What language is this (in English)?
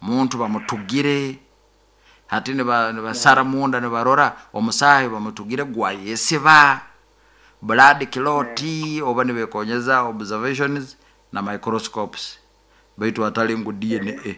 Nyoro